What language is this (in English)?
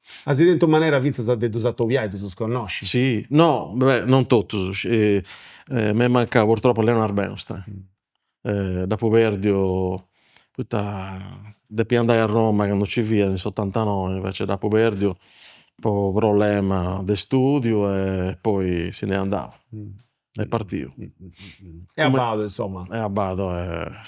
Sardinian